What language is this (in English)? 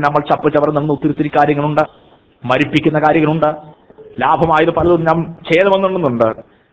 Malayalam